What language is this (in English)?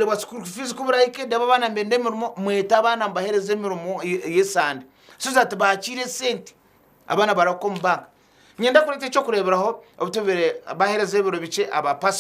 Nyankole